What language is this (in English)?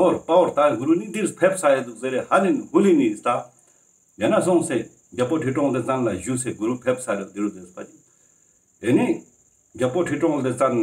Ladakhi